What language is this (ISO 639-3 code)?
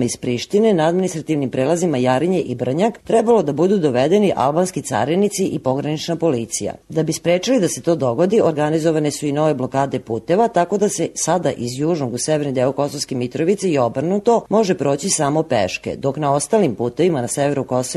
srp